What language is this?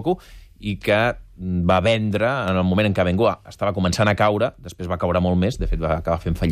Catalan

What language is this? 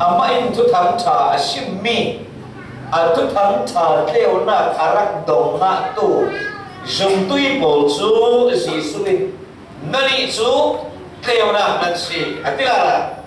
Falam Chin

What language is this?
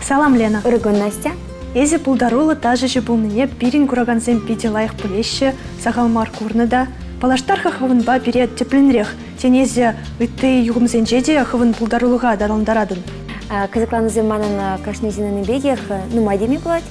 Chuvash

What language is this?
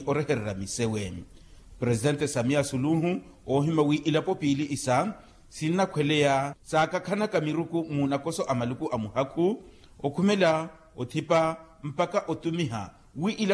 Makhuwa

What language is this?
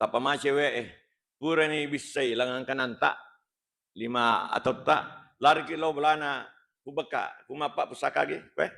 Buginese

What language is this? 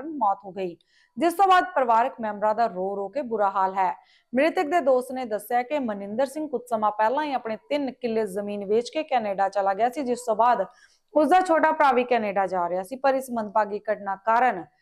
Punjabi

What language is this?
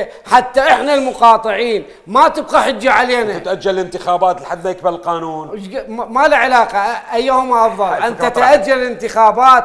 Mesopotamian Arabic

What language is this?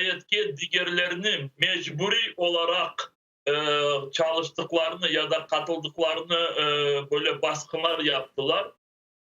Crimean Tatar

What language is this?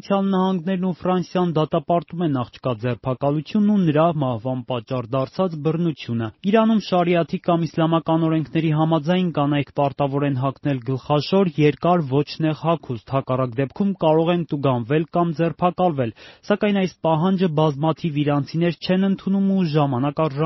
Armenian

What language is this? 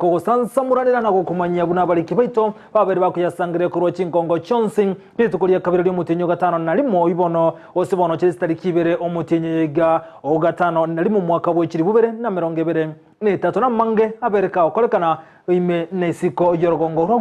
Gusii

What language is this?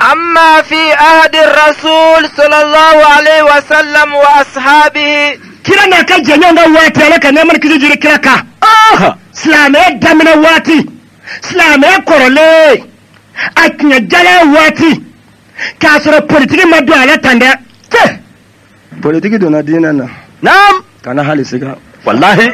Bambara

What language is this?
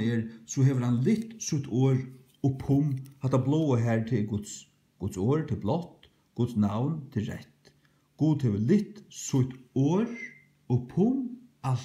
Faroese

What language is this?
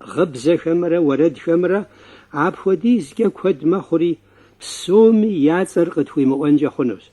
Kabardian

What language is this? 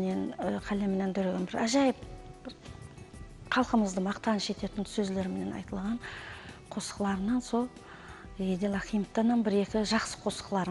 Kara-Kalpak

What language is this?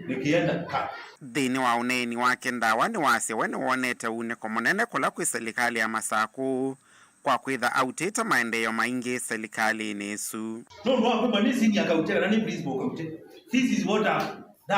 Kamba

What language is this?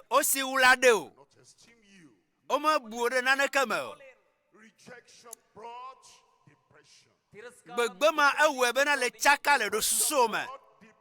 Ewe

